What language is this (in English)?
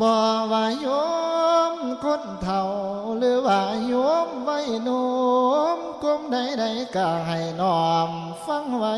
Northeastern Thai